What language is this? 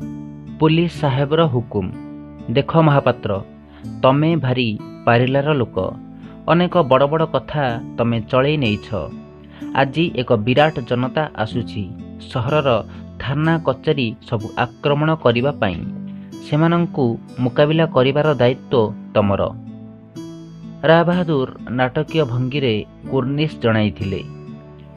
Odia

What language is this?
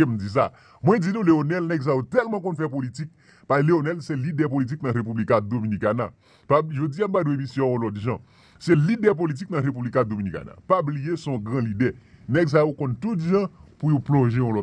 Haitian Creole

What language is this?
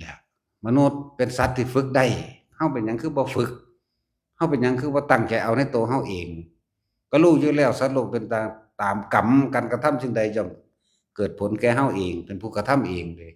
Lao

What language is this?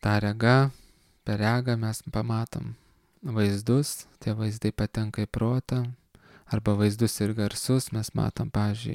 Lithuanian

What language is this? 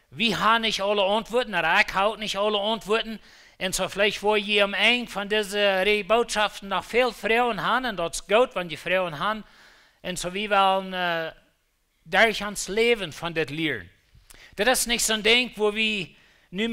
Plautdietsch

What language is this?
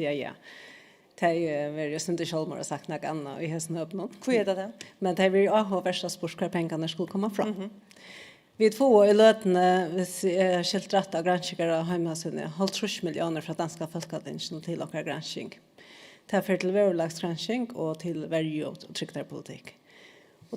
Faroese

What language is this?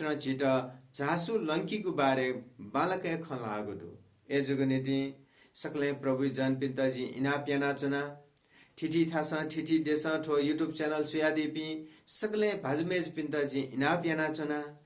Newari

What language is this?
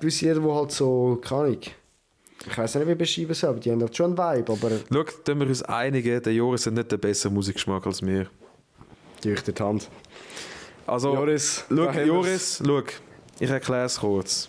Swiss German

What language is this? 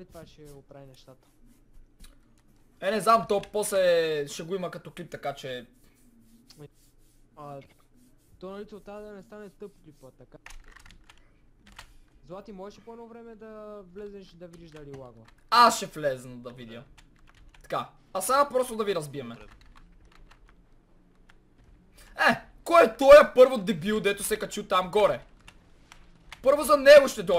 Bulgarian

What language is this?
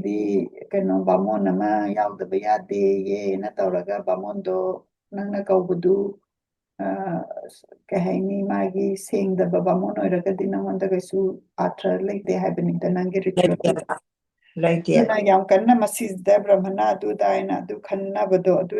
Manipuri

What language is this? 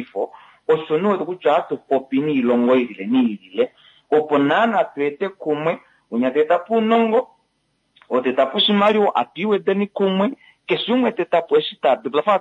Kuanyama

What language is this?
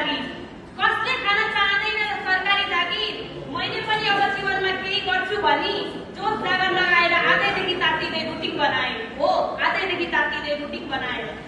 Nepali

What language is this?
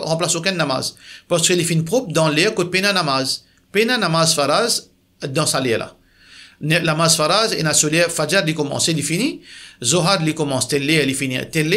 Morisyen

